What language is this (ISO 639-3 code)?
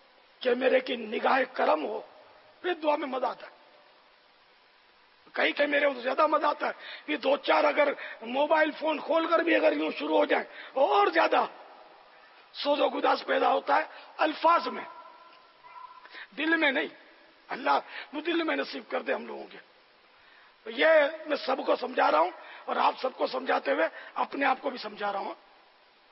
urd